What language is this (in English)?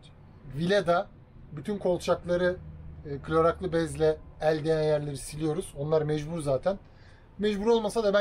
Turkish